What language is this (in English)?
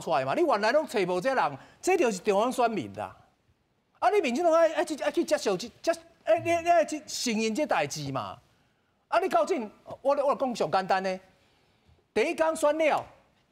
Min Nan Chinese